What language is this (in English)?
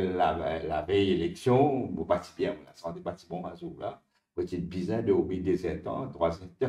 Morisyen